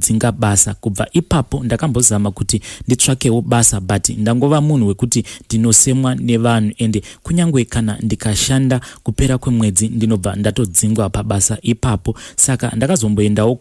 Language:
Shona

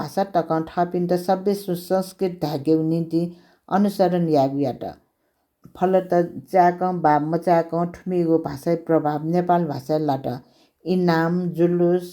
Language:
Newari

